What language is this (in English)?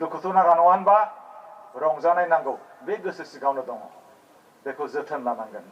Bodo